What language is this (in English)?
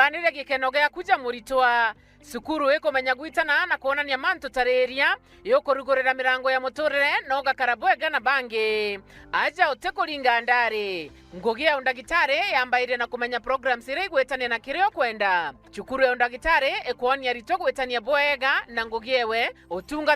Meru